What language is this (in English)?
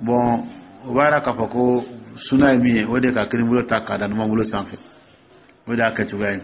Dyula